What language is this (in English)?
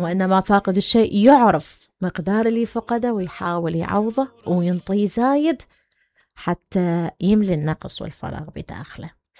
Mesopotamian Arabic